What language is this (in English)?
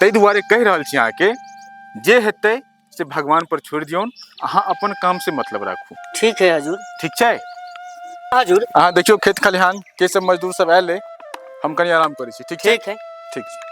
Maithili